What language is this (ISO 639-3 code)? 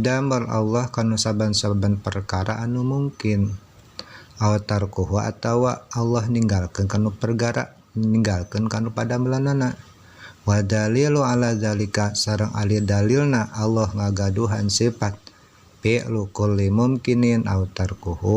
sun